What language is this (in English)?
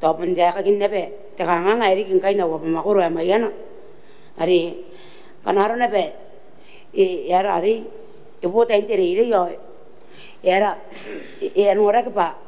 Gilbertese